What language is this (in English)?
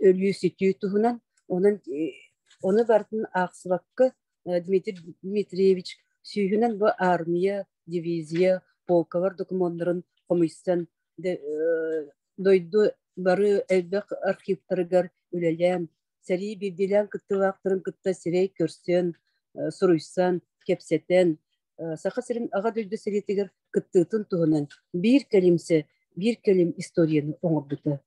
Yakut